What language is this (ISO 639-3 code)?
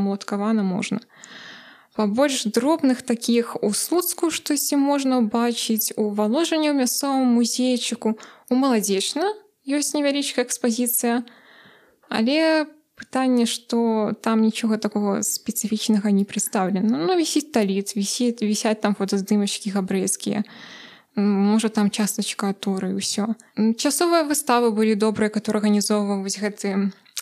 bel